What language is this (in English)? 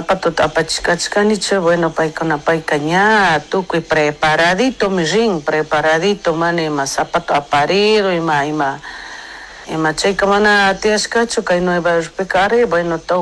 Chimborazo Highland Quichua